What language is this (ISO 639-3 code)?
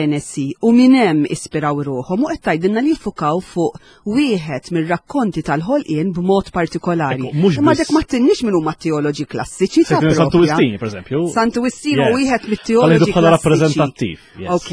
mlt